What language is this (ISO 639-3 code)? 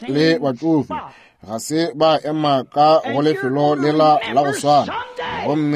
nso